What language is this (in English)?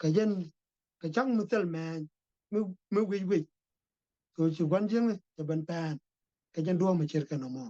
Nuer